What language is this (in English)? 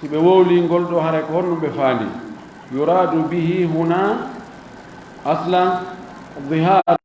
Fula